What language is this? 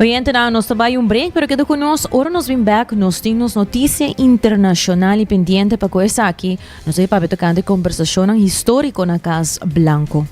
Papiamento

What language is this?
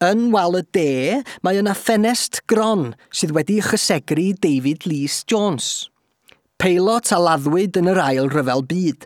Welsh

